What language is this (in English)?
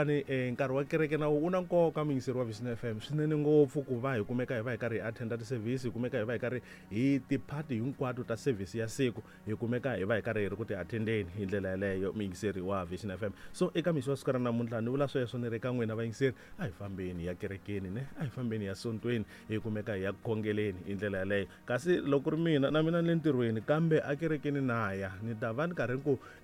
Tsonga